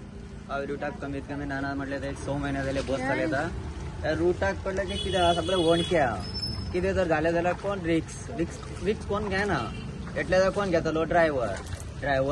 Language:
Konkani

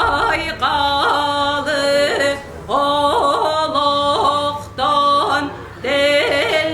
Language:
Yakut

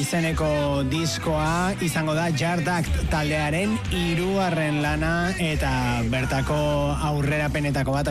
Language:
Basque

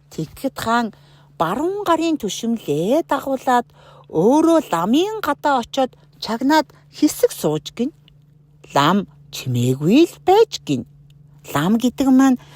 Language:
Mongolian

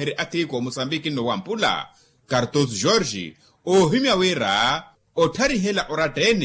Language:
Makhuwa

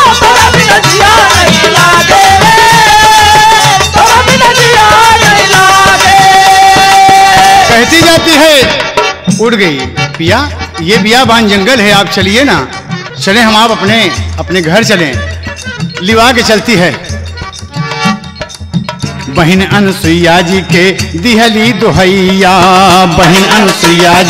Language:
Bhojpuri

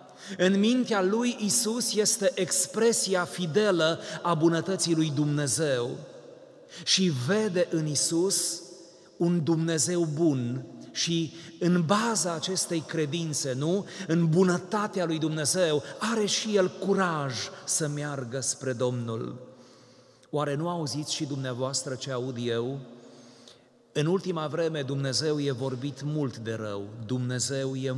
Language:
Romanian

